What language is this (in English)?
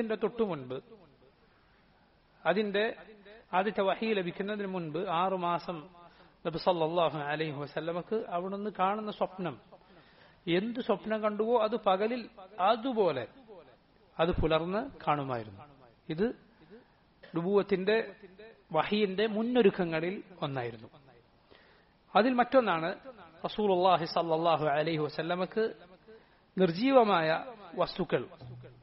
Malayalam